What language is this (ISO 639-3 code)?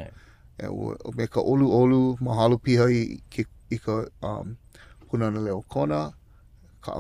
haw